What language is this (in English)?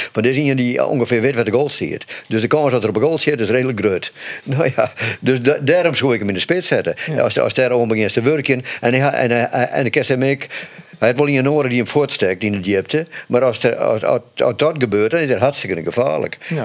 Western Frisian